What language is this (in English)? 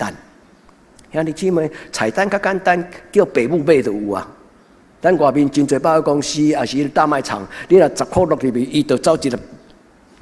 Min Nan Chinese